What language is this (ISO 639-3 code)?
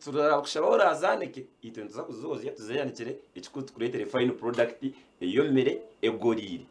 nyn